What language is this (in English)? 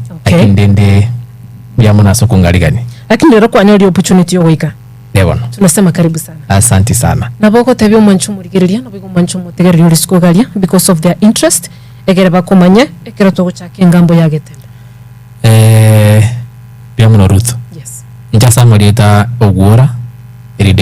Gusii